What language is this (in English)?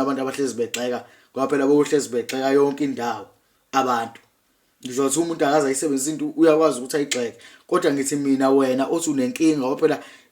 Zulu